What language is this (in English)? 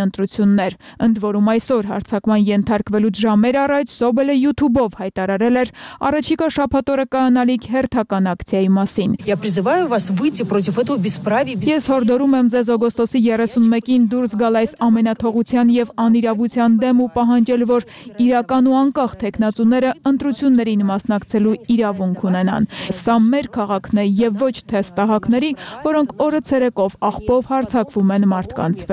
Armenian